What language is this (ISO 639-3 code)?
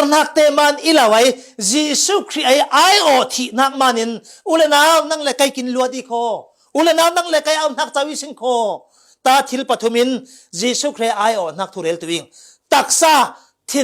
cfm